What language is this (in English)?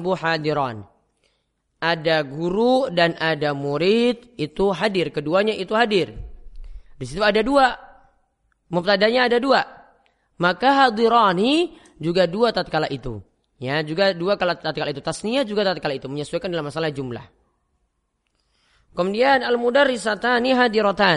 Indonesian